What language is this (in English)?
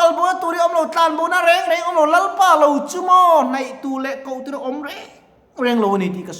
Mizo